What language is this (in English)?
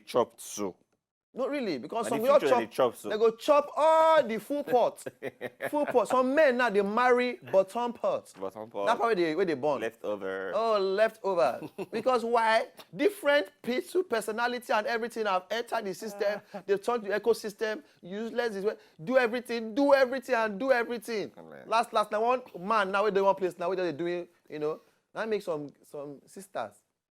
Nigerian Pidgin